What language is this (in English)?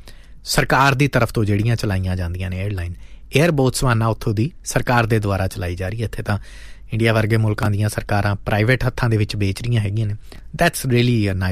Punjabi